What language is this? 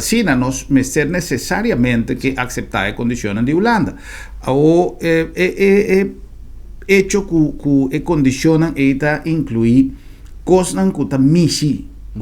Papiamento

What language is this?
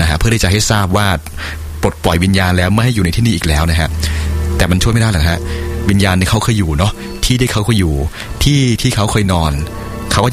Thai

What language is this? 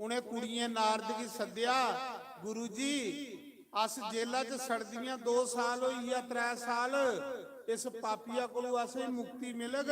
Dogri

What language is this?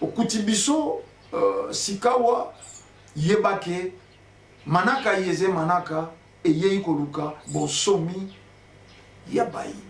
Lingala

